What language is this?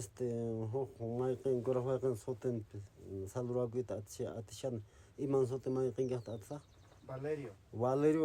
Quechua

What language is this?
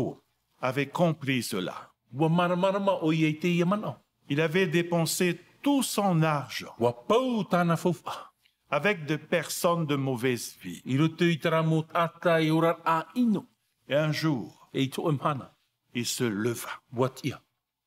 Tahitian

